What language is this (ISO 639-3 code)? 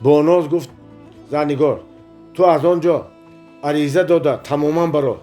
tgk